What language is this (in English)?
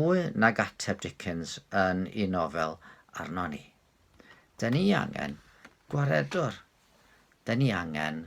Welsh